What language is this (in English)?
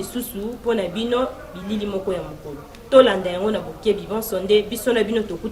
Lingala